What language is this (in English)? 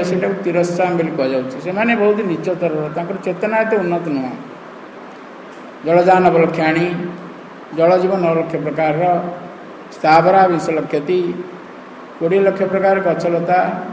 Odia